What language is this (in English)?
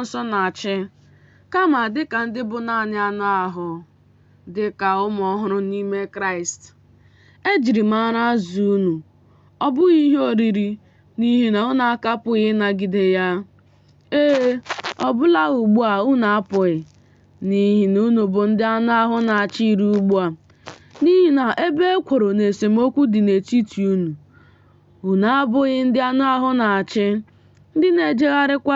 Igbo